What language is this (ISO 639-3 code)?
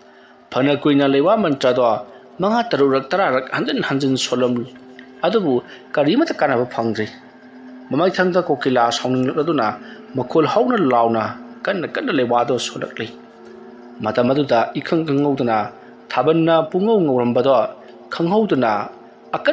mni